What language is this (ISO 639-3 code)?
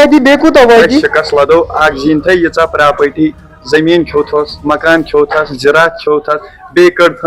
kas